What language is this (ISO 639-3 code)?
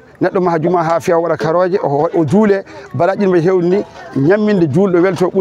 ful